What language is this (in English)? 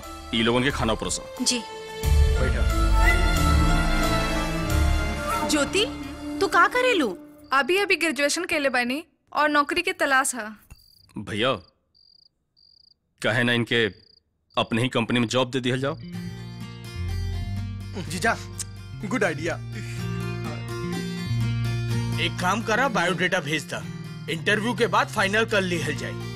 Bhojpuri